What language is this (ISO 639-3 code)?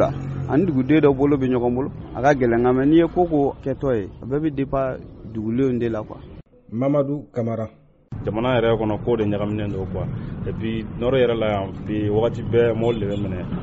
bam